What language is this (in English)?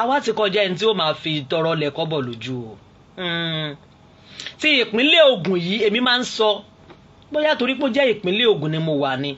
Yoruba